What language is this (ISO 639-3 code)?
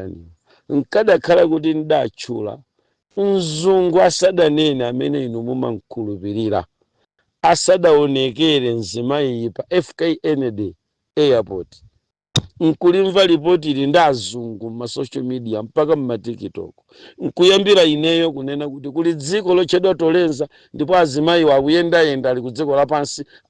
nya